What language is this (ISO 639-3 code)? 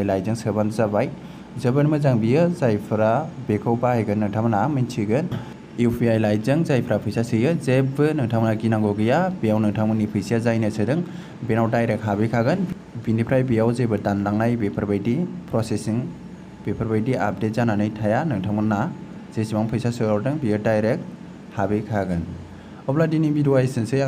brx